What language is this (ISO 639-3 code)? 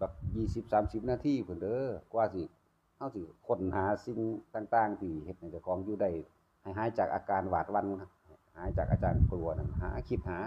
tts